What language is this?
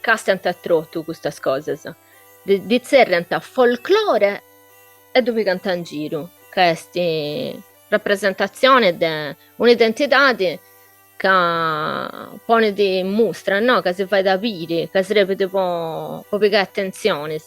Sardinian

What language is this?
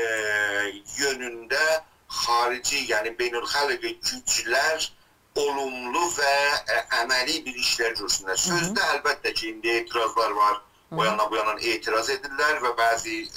South Azerbaijani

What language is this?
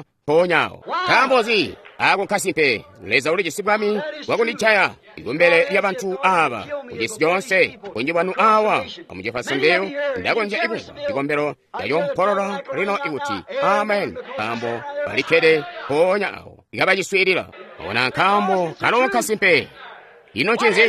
Tonga (Zambia)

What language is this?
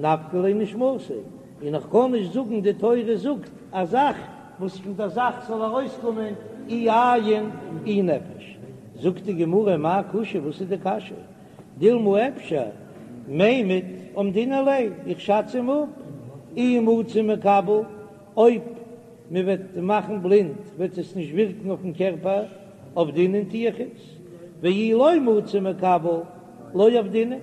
Yiddish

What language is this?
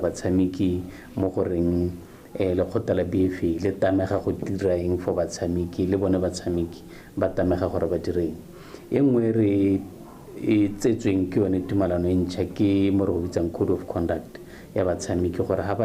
Tswana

